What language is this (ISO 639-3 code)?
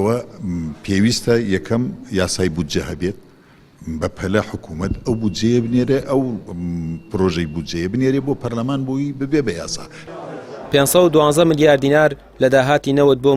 ckb